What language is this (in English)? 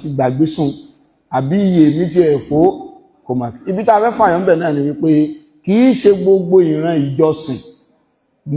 Yoruba